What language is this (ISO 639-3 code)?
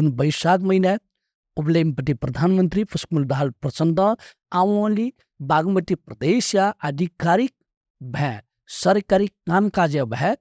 new